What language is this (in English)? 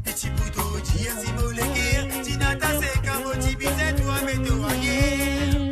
Morisyen